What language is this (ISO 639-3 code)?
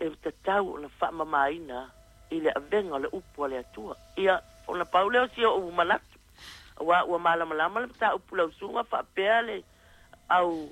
smo